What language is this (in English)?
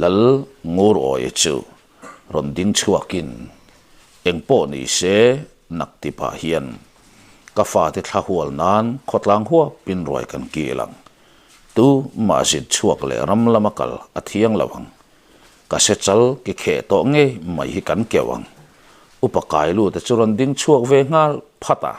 Mizo